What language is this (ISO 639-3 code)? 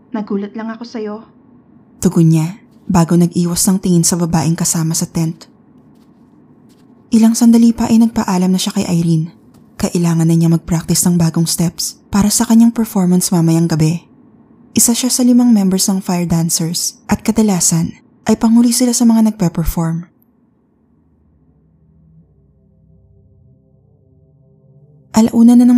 fil